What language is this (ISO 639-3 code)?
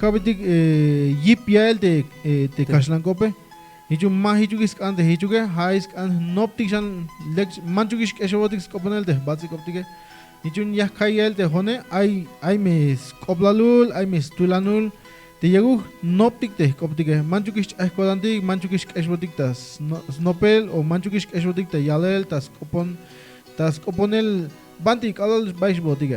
tzh